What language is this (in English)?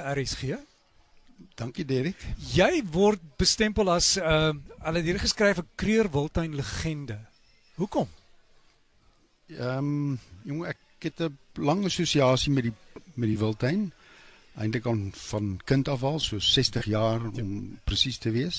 Afrikaans